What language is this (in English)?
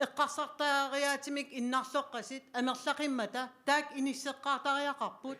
Kalaallisut